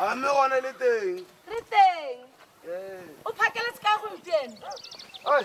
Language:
Tswana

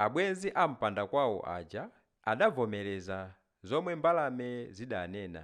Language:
Nyanja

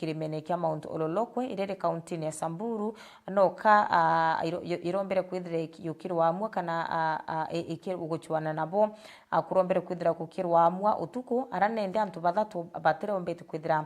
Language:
Meru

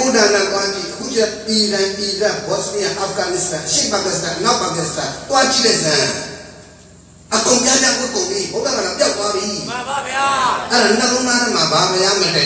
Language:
Burmese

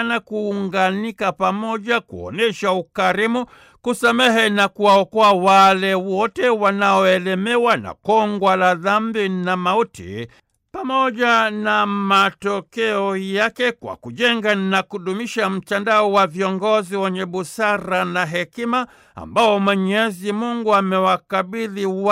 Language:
Swahili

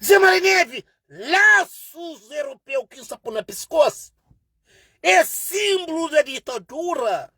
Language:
Kabuverdianu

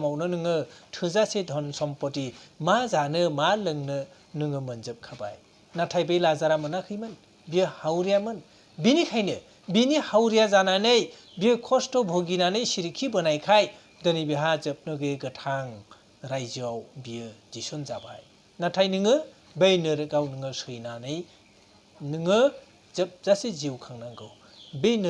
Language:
Bodo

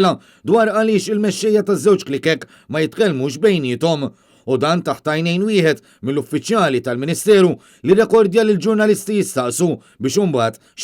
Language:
Maltese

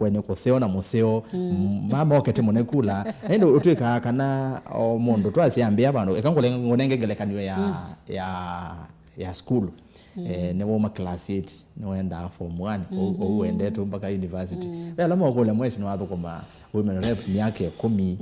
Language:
Kamba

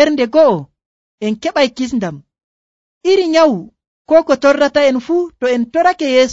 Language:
Nigerian Fulfulde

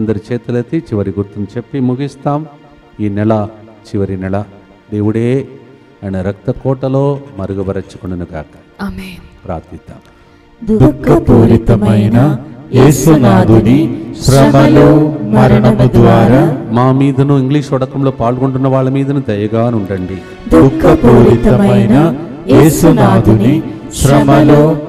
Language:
Telugu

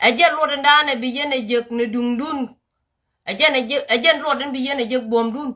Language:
Nuer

